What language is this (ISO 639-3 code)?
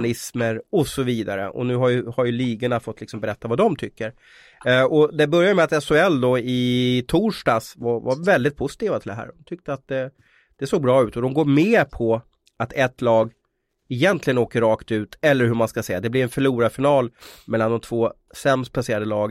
swe